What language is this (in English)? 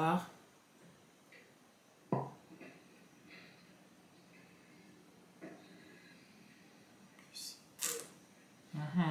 French